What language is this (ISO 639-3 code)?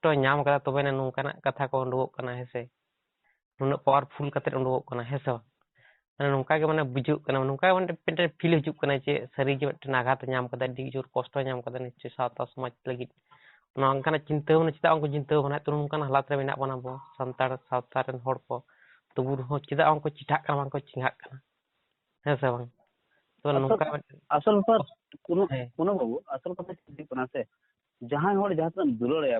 sat